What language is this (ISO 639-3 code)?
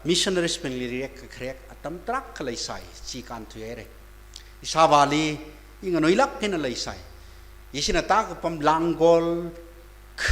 nmf